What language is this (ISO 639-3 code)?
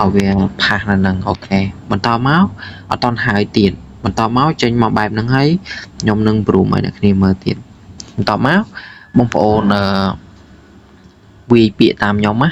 khm